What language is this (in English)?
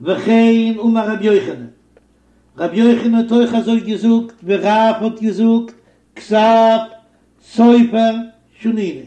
Yiddish